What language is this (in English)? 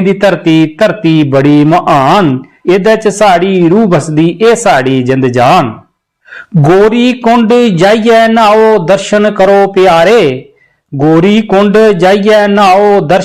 Dogri